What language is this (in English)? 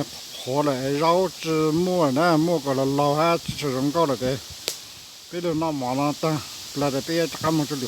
Hmong